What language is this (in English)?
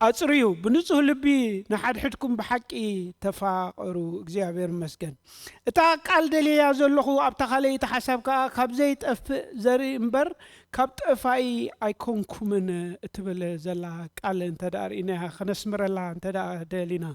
Tigrinya